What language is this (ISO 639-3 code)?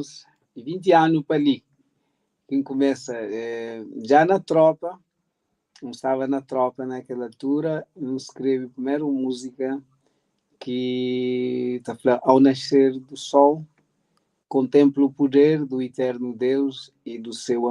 kea